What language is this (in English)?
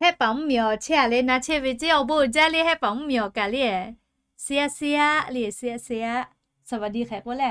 Lahu